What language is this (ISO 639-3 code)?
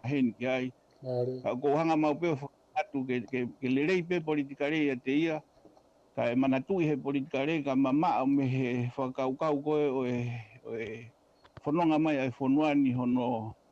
ton